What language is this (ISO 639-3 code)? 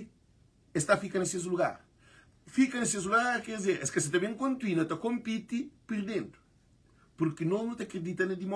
kea